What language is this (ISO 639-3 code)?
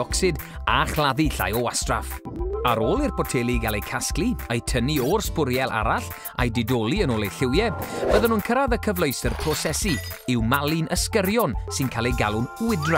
cym